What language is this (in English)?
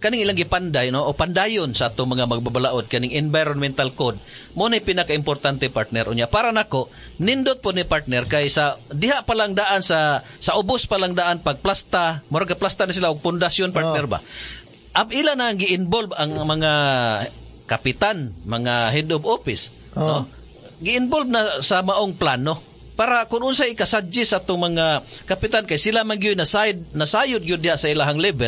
Cebuano